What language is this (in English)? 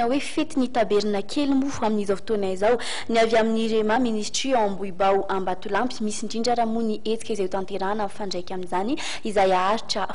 Malagasy